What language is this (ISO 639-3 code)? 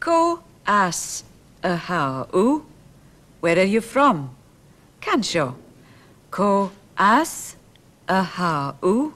gla